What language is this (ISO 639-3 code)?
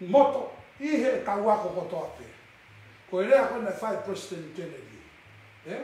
ton